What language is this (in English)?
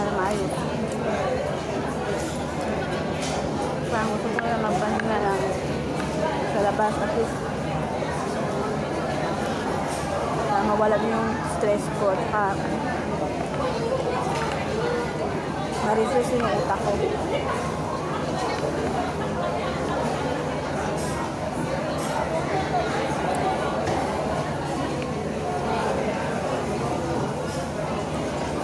Filipino